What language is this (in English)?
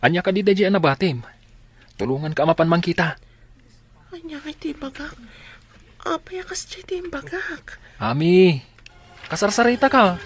Iloko